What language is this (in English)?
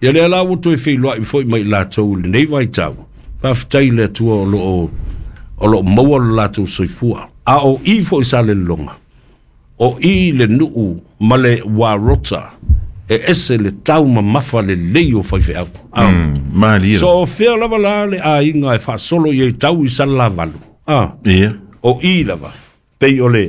Samoan